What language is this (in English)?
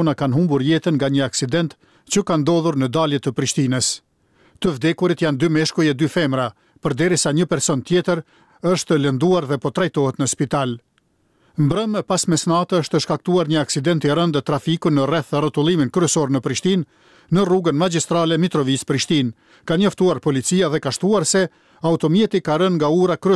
Albanian